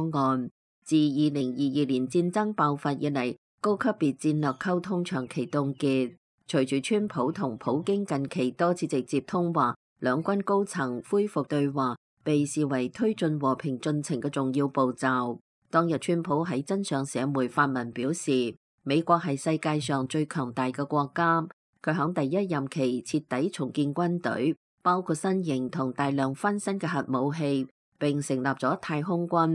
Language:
Cantonese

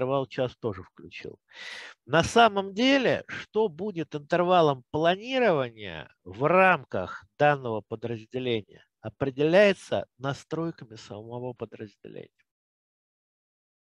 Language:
Russian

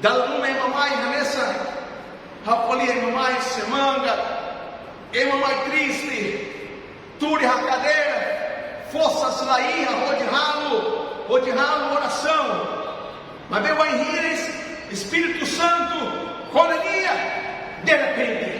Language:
Tetum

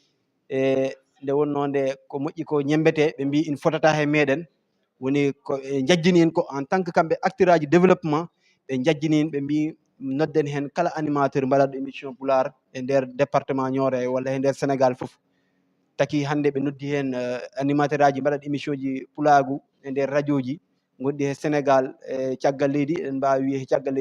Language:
Fula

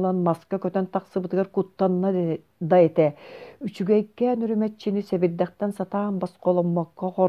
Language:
Yakut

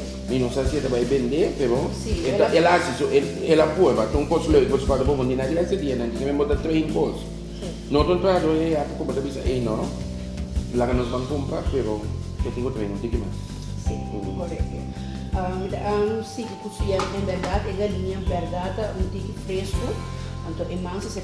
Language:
Papiamento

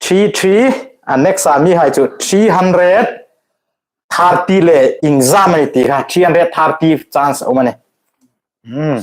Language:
Hmar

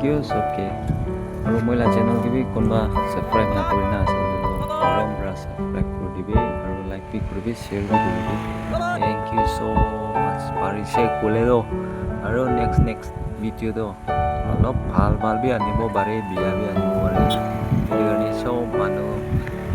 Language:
Naga Pidgin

